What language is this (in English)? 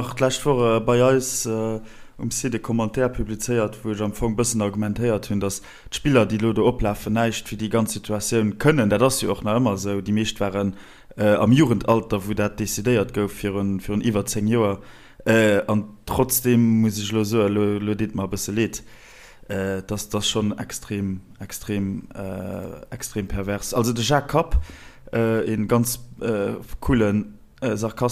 Luxembourgish